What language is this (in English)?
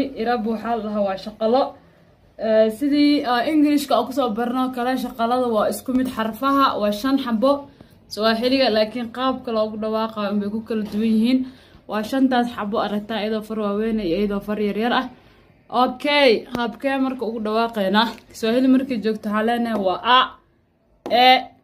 Somali